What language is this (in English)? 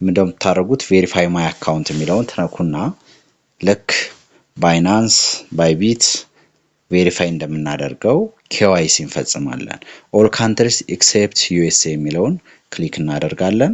Amharic